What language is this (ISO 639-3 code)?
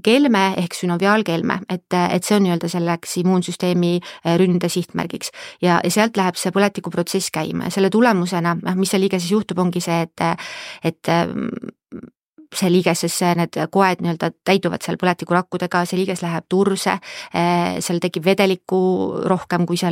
est